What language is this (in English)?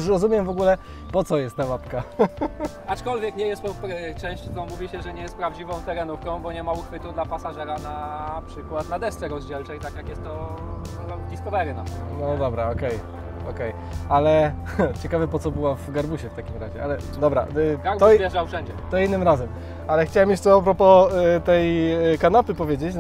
Polish